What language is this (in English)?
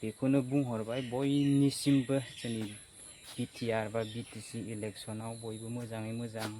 Bodo